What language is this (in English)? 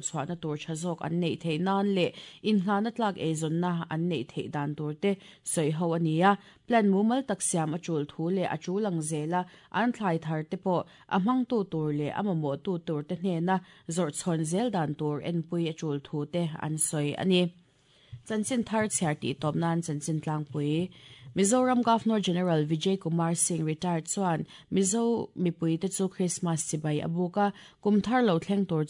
Mizo